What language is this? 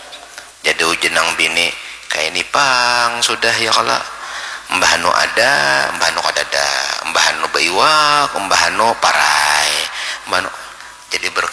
Banjar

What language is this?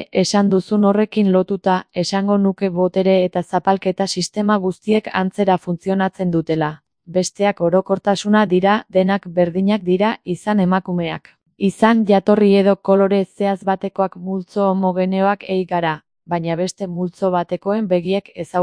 Basque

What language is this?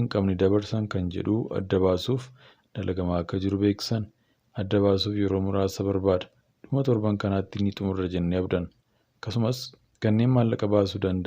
Oromo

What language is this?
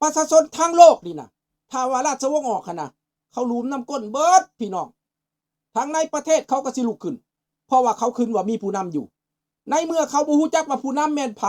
Lao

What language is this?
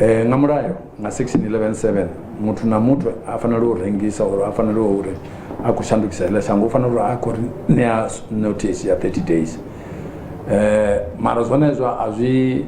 Venda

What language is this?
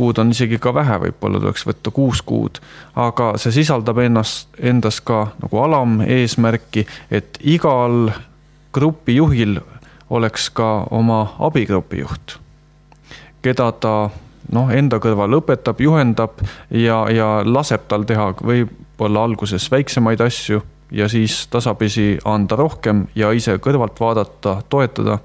Estonian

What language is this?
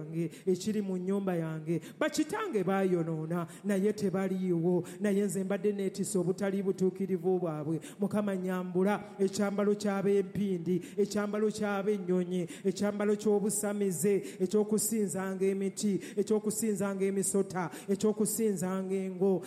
Ganda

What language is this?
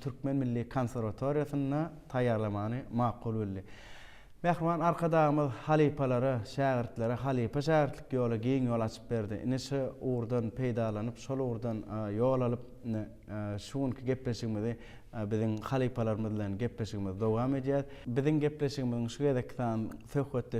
Turkmen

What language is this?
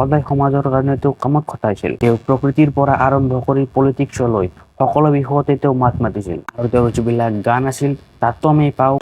Assamese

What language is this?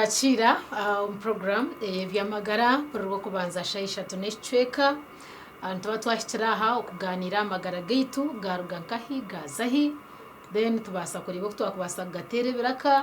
Nyankole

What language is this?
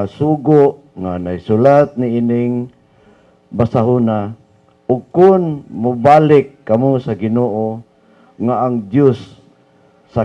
Cebuano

